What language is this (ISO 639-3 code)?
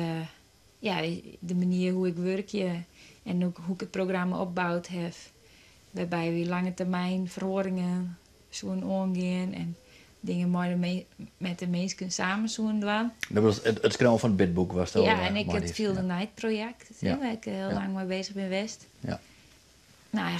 fry